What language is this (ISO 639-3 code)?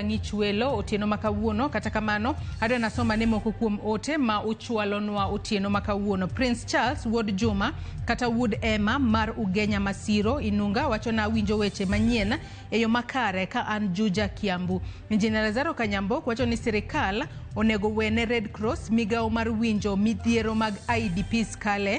luo